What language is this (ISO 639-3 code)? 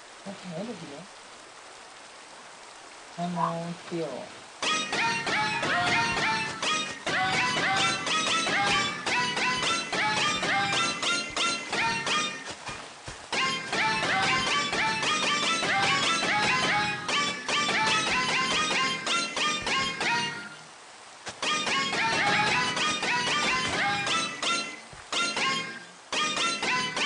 ind